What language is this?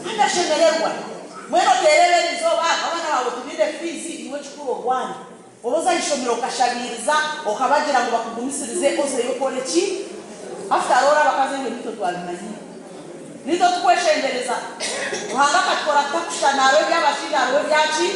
Nyankole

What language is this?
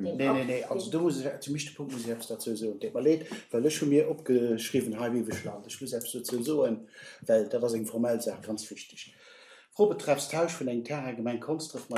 Luxembourgish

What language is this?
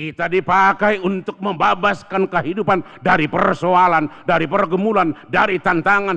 Batak Toba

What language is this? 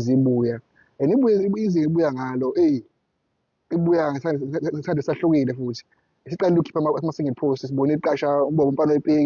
Zulu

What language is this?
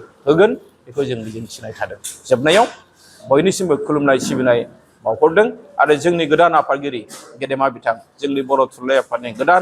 Bodo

